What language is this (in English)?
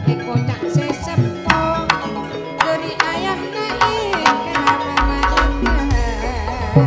Madurese